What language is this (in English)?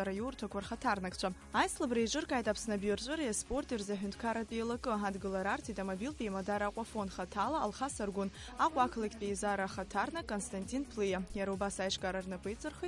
Abkhazian